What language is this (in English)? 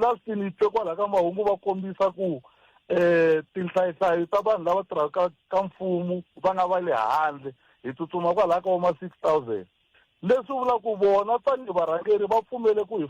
Tsonga